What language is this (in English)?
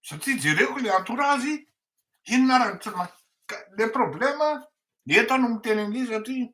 Malagasy